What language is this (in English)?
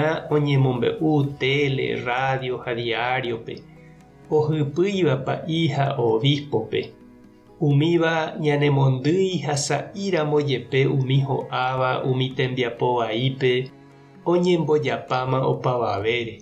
Guarani